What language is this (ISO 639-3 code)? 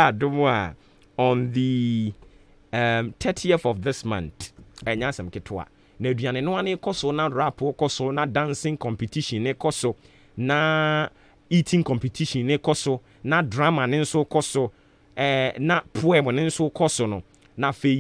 aka